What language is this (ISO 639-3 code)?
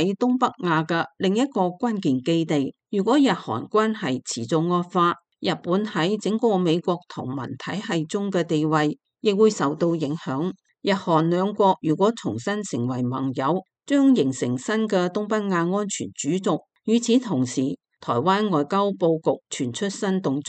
yue